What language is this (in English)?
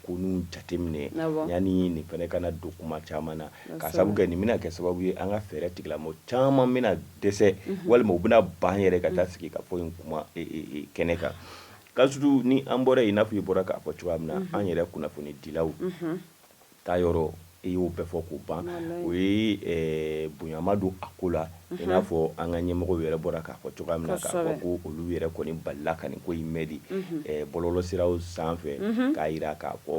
Bambara